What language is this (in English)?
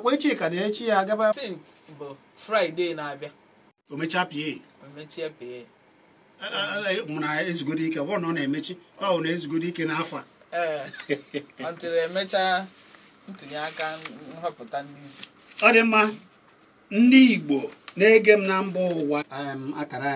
Igbo